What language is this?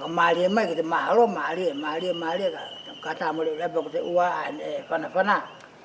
Wallisian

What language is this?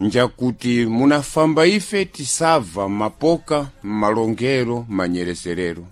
Sena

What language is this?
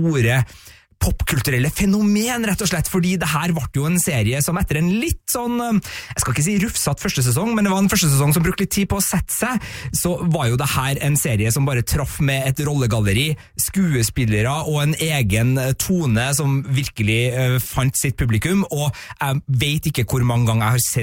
Norwegian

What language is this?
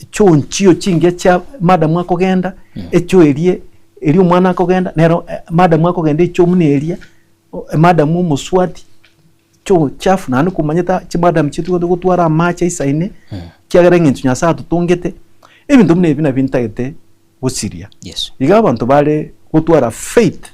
Gusii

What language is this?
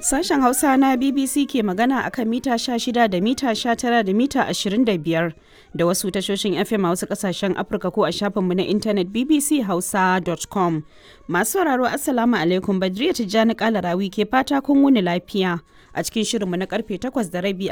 Hausa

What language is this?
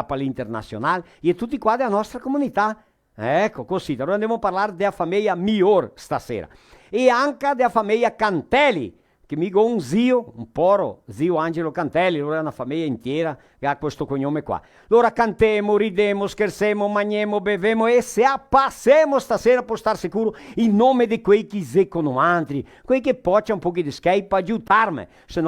Venetian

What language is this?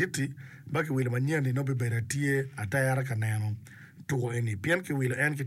Acoli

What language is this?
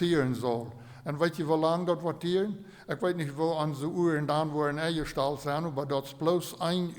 Plautdietsch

